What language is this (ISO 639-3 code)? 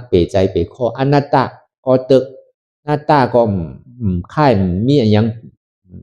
shn